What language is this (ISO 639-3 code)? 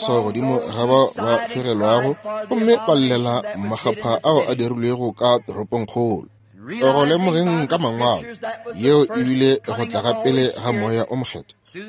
nso